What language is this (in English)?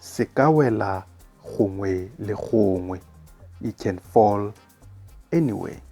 Tswana